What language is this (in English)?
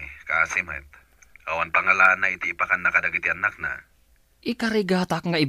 Iloko